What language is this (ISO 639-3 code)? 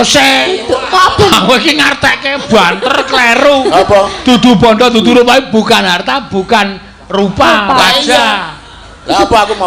jav